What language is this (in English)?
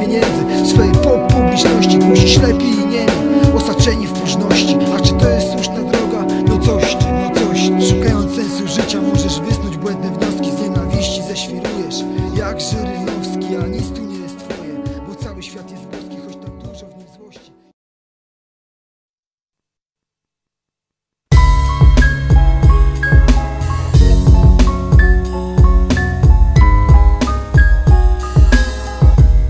Polish